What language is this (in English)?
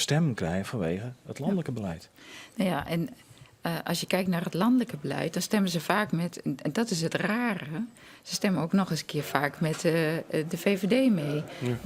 Western Frisian